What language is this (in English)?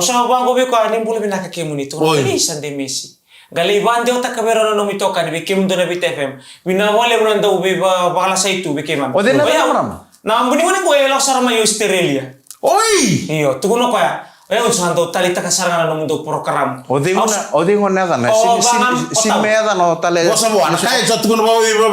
Fijian